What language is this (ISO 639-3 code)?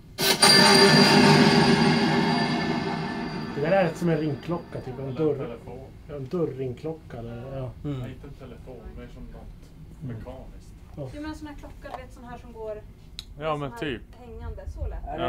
swe